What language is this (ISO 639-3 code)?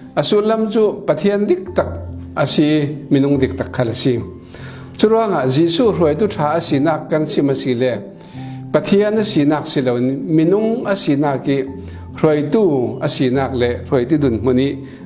cfm